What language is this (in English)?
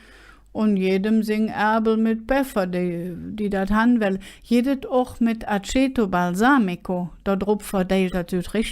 Colognian